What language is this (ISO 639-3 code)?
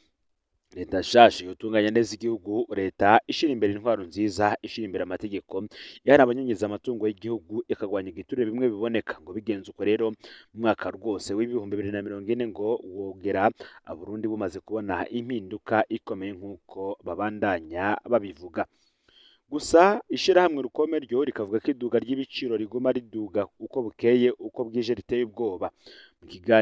run